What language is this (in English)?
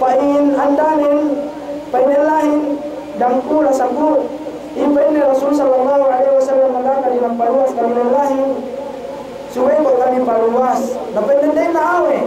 Yakan